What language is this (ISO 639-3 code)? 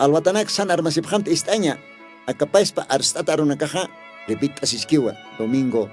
aym